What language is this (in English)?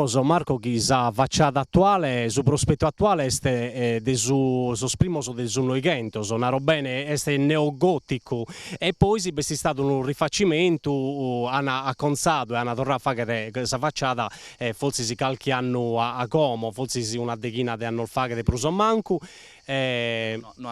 Sardinian